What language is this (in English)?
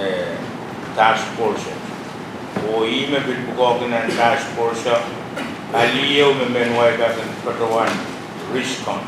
Pohnpeian